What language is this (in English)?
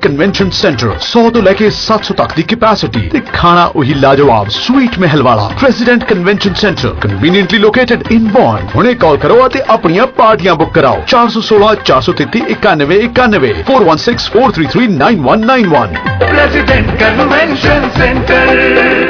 Punjabi